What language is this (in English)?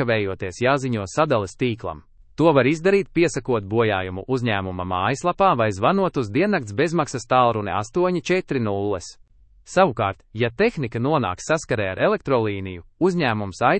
Latvian